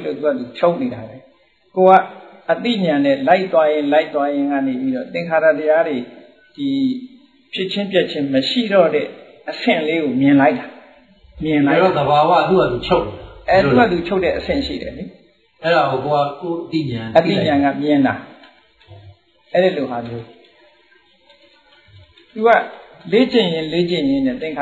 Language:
Burmese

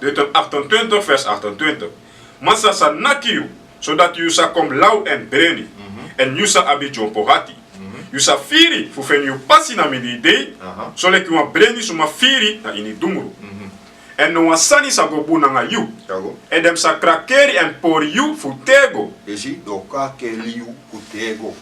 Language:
Sranan Tongo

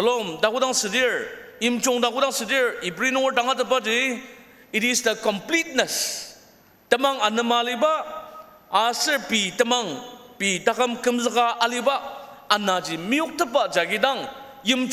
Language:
Ao Naga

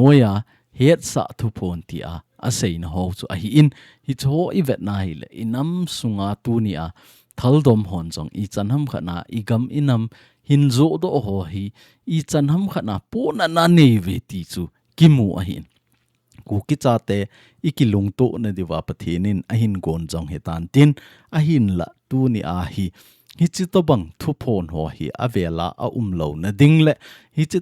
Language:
Thado Chin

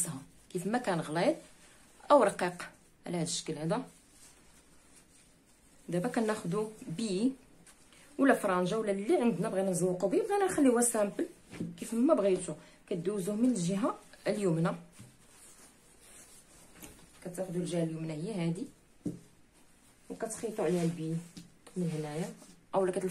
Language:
Moroccan Arabic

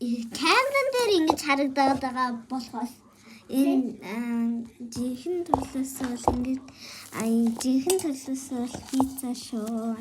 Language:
Mongolian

